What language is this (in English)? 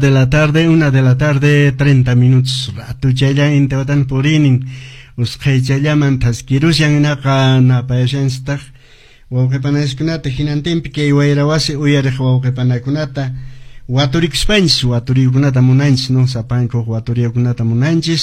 Quechua